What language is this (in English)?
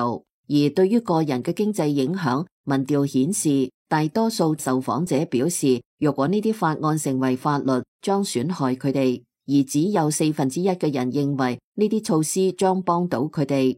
Cantonese